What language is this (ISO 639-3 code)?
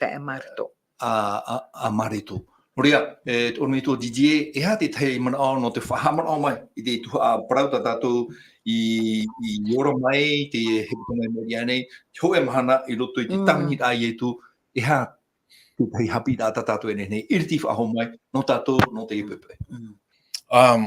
tah